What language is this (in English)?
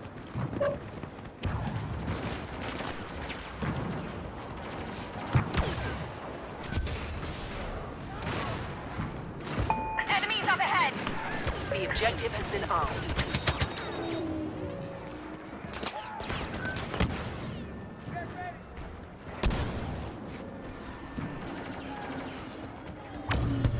English